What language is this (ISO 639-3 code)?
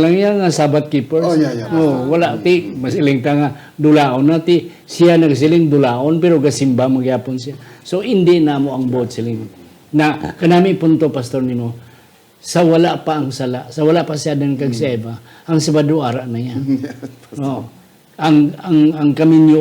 hil